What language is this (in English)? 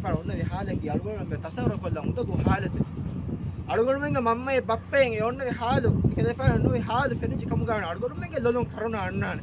Divehi